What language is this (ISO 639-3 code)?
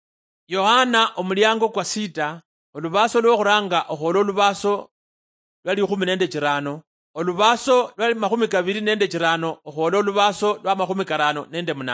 luy